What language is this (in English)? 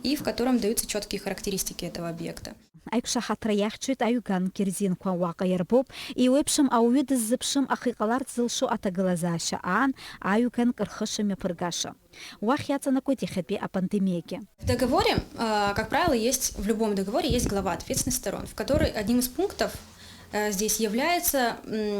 Abkhazian